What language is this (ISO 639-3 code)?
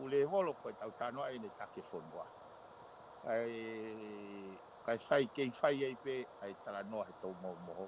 ton